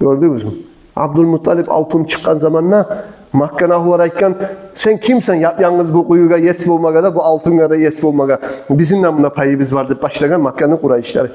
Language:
Kumyk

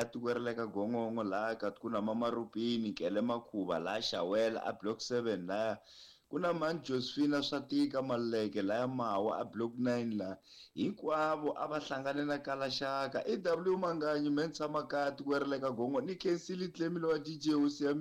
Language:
Tsonga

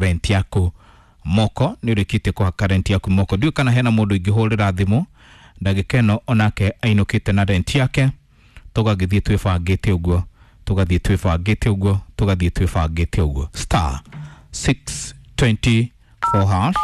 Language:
Kikuyu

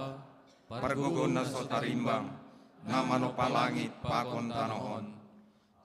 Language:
Batak Simalungun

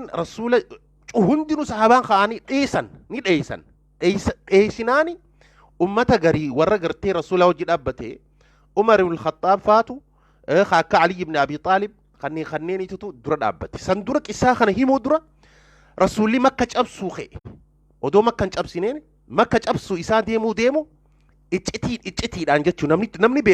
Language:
Oromo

